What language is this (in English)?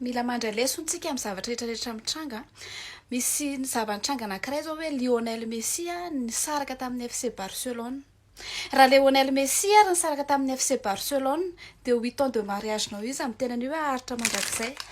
Malagasy